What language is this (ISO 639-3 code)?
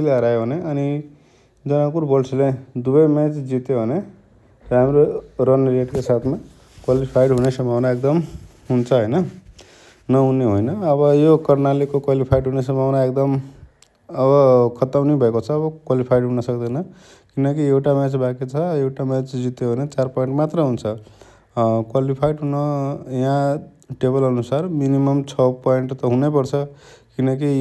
nep